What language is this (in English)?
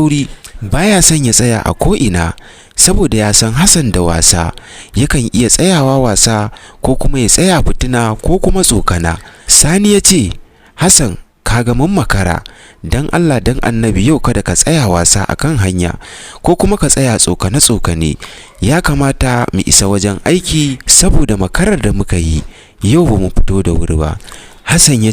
Hausa